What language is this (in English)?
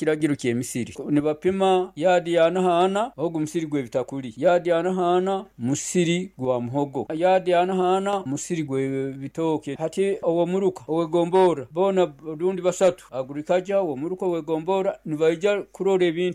Nyoro